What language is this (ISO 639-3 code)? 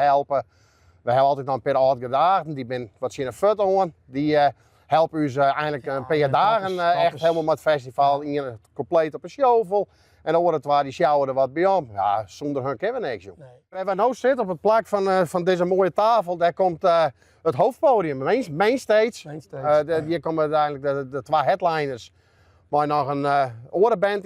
fry